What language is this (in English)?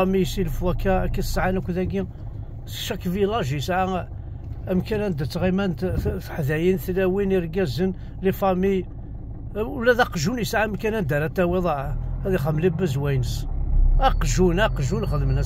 Kabyle